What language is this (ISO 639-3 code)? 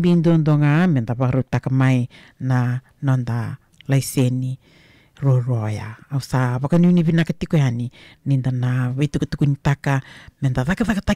fij